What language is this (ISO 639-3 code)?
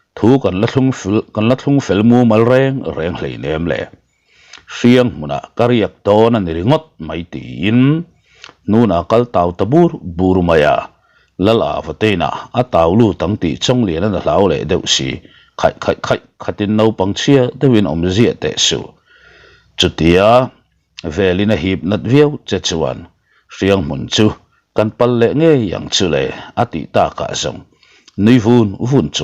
lus